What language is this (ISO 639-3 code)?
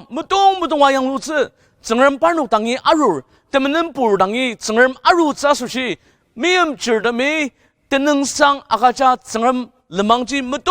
njo